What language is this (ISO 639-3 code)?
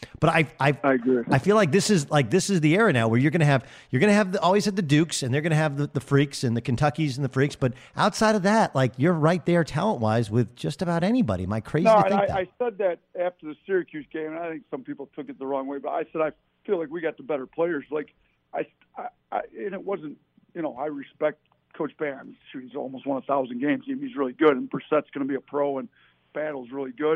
eng